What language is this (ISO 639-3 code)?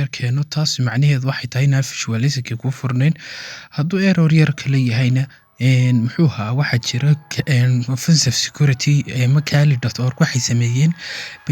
som